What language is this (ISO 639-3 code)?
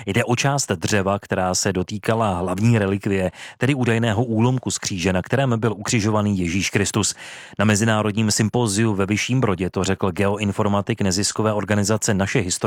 ces